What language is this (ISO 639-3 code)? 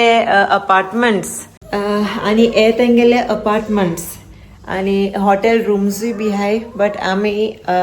kok